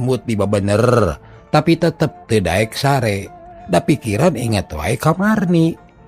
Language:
Sundanese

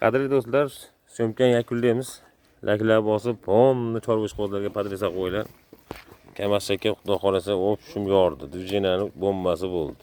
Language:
Uzbek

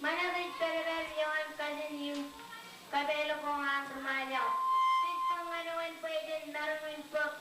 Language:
Marshallese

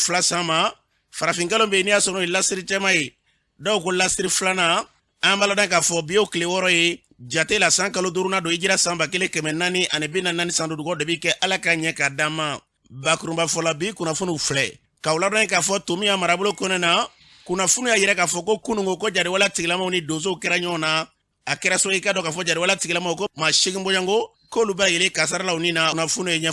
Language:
Bambara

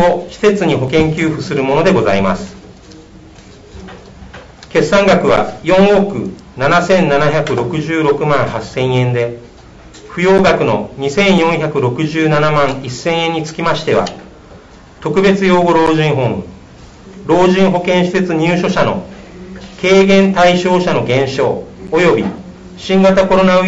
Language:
Japanese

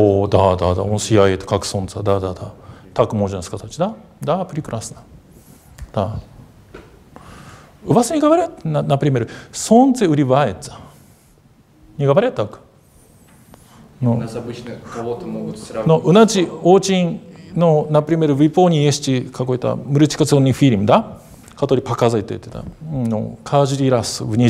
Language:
Russian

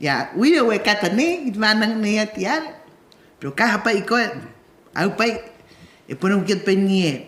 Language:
Rapanui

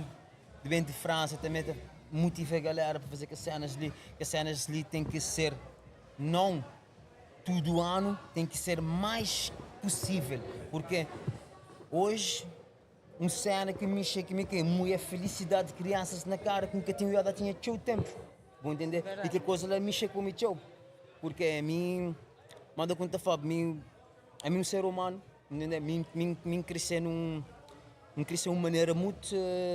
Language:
Kabuverdianu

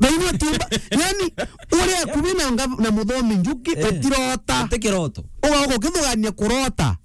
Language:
Meru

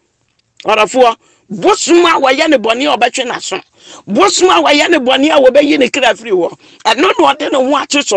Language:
Akan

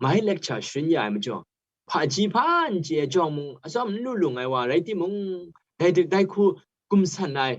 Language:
Kachin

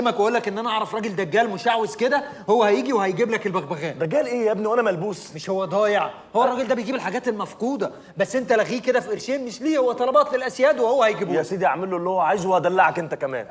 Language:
Egyptian Arabic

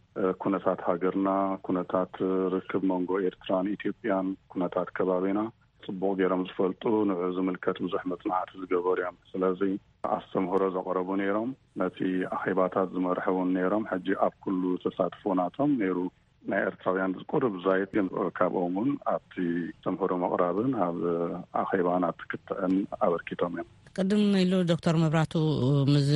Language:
Tigrinya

